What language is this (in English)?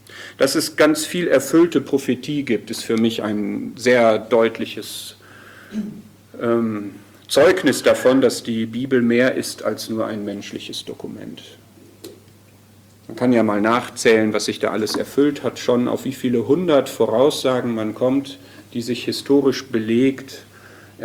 German